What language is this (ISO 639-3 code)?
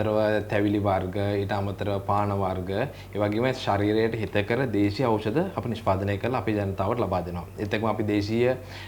sin